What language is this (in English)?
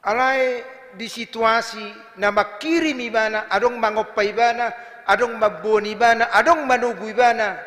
Batak Toba